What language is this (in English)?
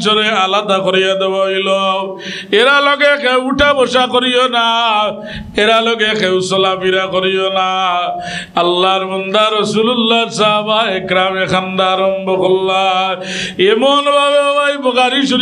Sylheti